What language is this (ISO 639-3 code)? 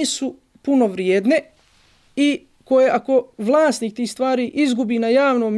bos